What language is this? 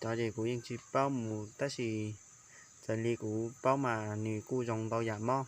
Hmong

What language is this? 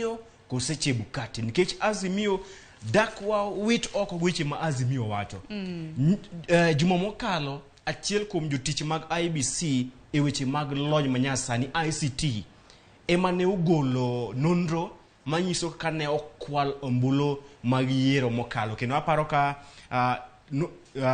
Luo (Kenya and Tanzania)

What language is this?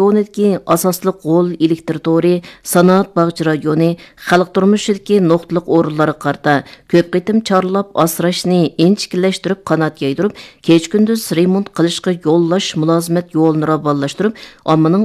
Uyghur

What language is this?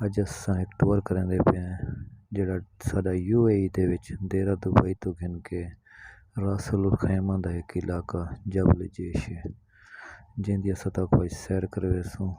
Saraiki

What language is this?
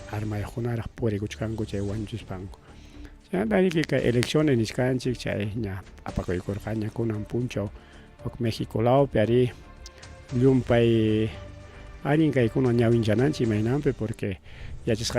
Ayacucho Quechua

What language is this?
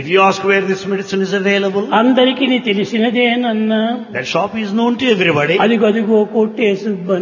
Telugu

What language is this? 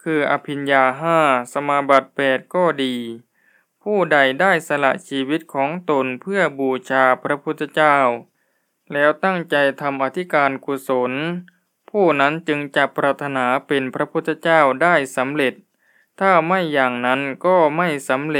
Thai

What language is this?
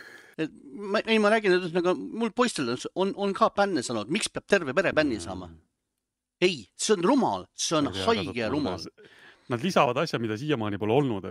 Estonian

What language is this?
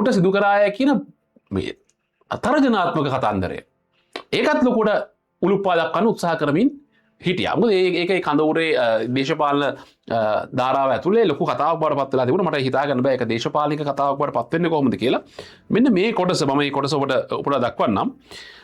Sinhala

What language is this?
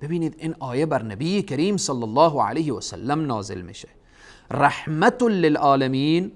Persian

